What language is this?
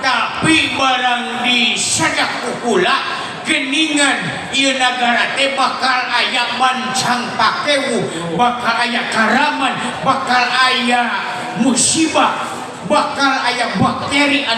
Sundanese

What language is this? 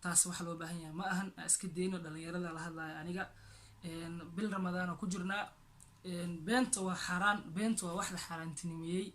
Somali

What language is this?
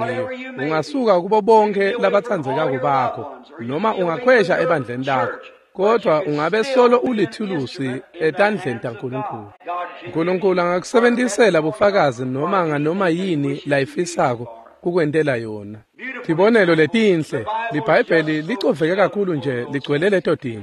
Swati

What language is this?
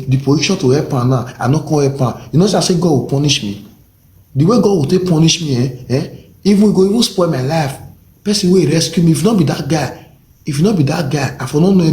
Nigerian Pidgin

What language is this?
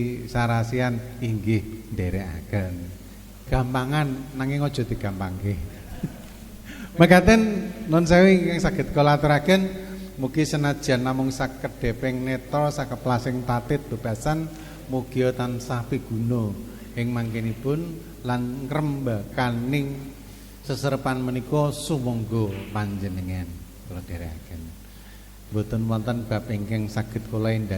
Javanese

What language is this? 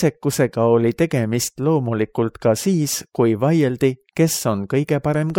Estonian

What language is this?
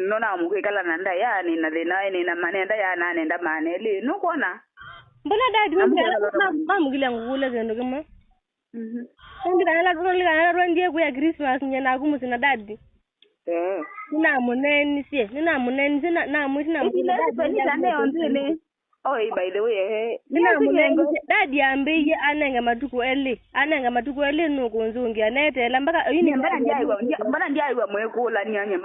Kamba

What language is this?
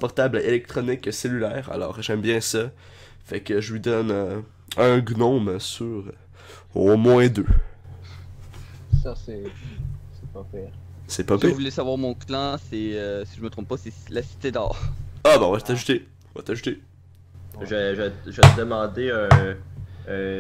French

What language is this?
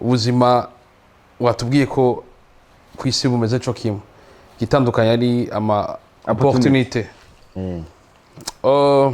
Rundi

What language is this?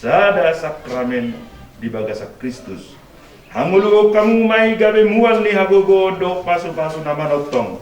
Batak Toba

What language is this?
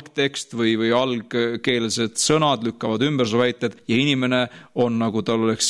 Estonian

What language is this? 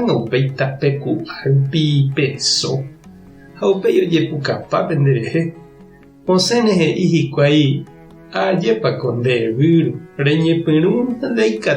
Guarani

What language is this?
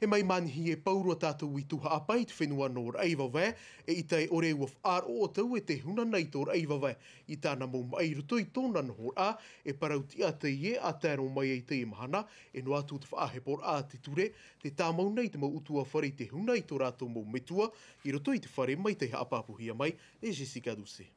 Tahitian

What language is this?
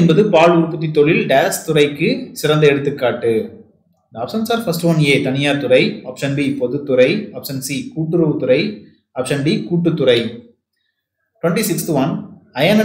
Tamil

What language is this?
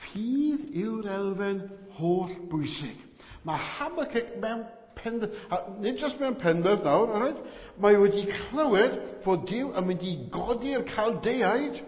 Welsh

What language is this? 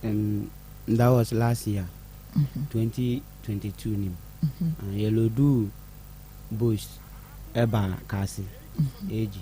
Akan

